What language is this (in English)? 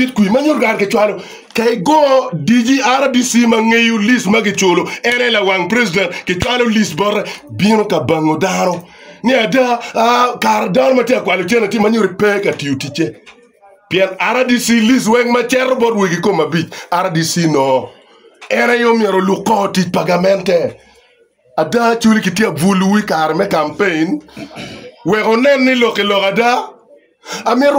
Acoli